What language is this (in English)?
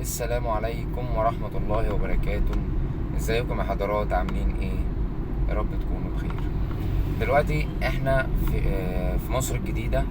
Egyptian Arabic